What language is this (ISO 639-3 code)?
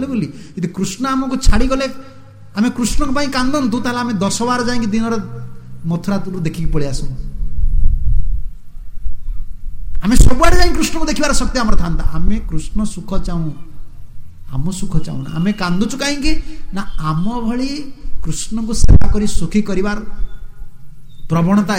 ori